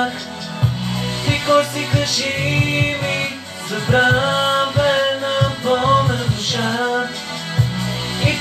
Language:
Bulgarian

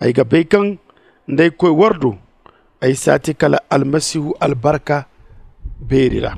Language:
Zarma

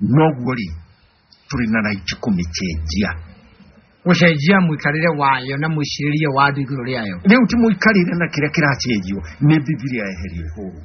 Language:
Kikuyu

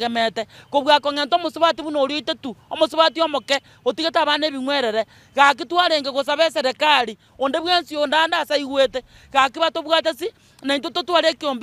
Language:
Gusii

